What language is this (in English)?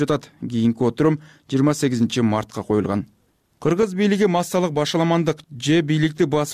Kyrgyz